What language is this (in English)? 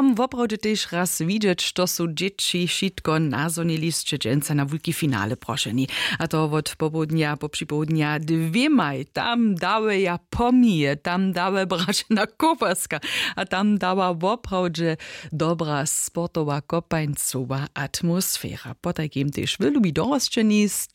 Upper Sorbian